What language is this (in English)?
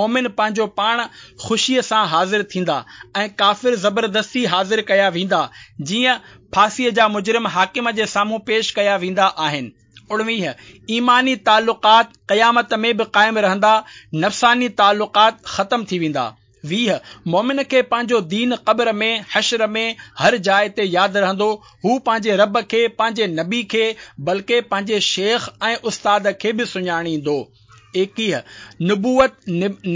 Sindhi